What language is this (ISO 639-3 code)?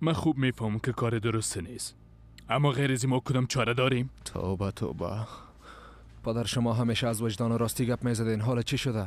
fas